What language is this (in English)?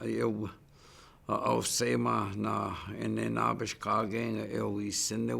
Chippewa